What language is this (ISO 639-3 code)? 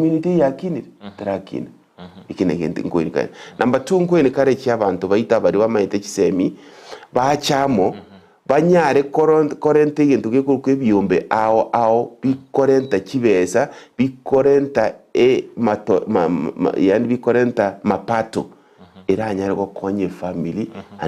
guz